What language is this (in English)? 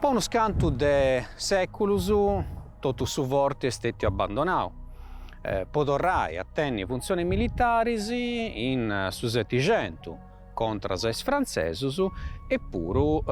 Sardinian